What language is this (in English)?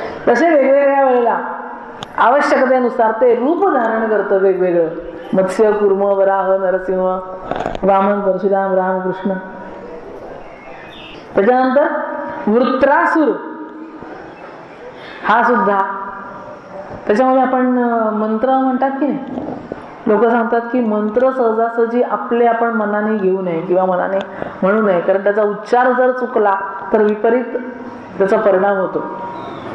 Marathi